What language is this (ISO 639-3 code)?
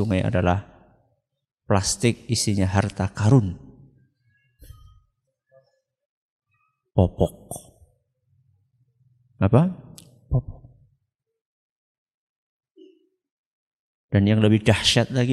ind